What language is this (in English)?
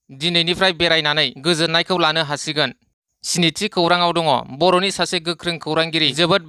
Bodo